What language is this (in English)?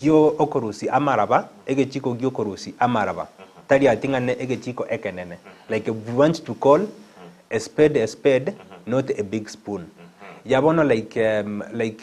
Gusii